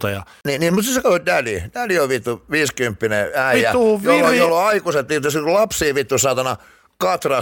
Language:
Finnish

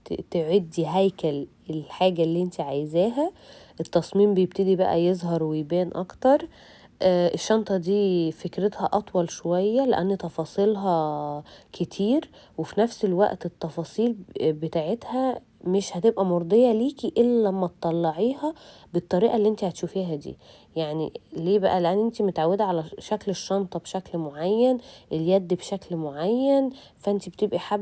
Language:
Egyptian Arabic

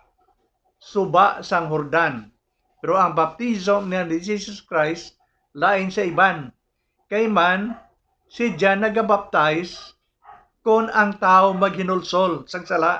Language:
Hiligaynon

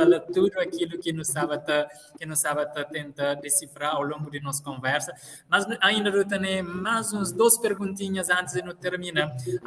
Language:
Kabuverdianu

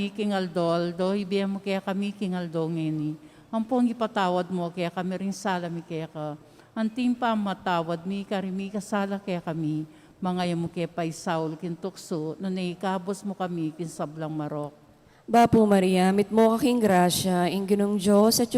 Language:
Pampanga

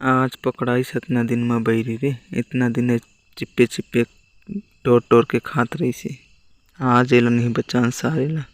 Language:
Chhattisgarhi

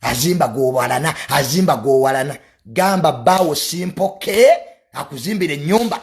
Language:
Ganda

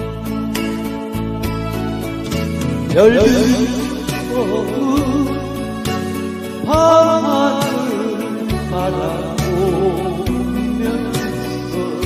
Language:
Korean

